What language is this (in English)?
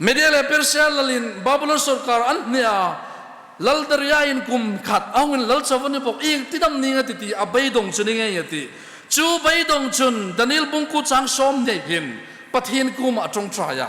Hmar